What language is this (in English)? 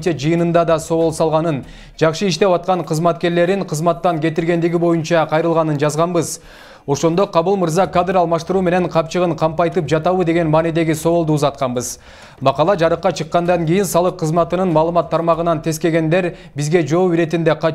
Kyrgyz